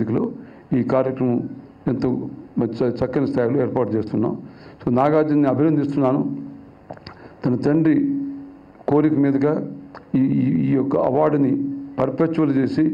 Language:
Telugu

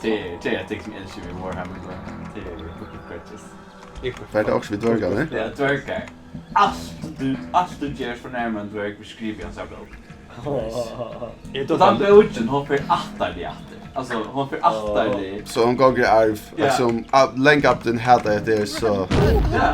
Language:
Faroese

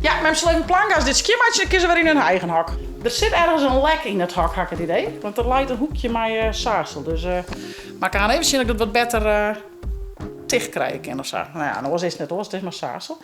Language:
Western Frisian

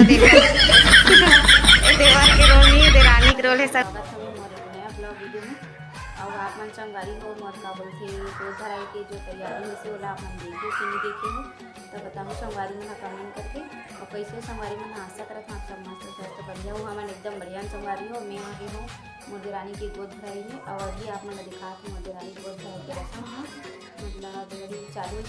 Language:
Chhattisgarhi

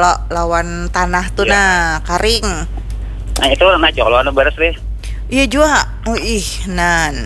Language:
Banjar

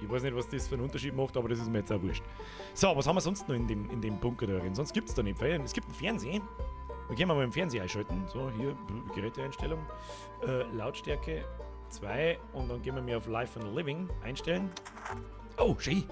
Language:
Bavarian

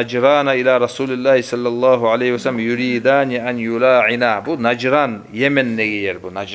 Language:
Kumyk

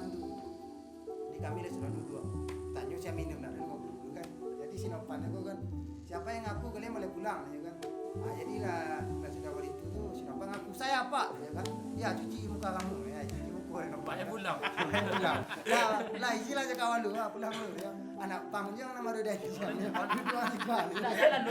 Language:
Minangkabau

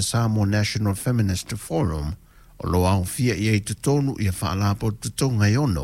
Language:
Samoan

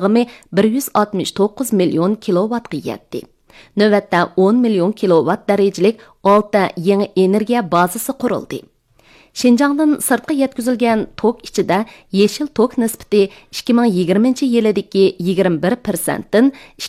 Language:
Uyghur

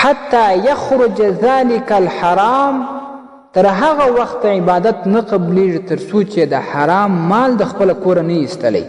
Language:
Pashto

